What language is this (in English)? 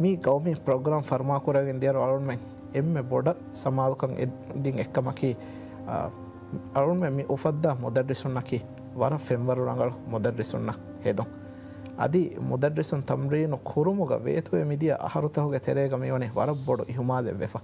Divehi